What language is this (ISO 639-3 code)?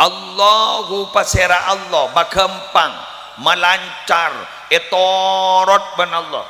mad